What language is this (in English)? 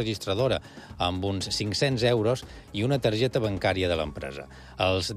Catalan